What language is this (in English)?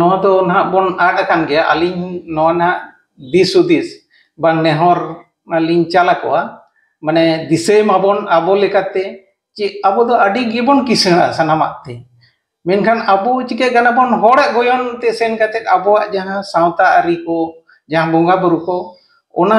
Santali